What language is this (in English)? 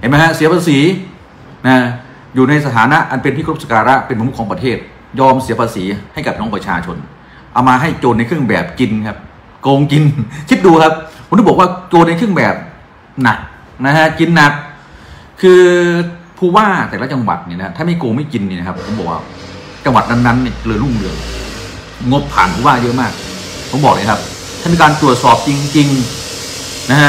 Thai